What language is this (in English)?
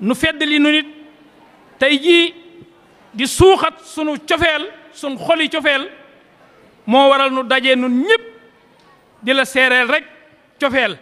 Wolof